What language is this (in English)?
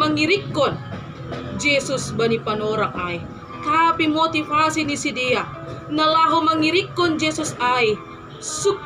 Batak Simalungun